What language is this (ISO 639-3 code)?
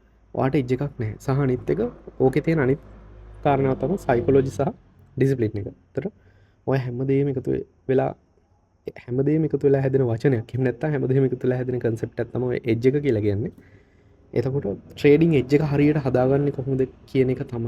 sin